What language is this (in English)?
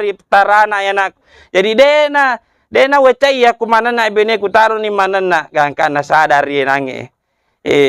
Buginese